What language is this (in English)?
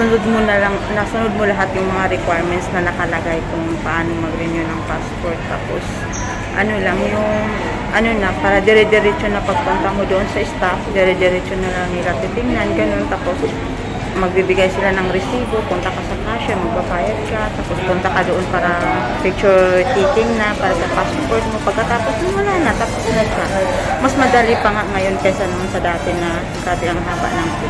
Filipino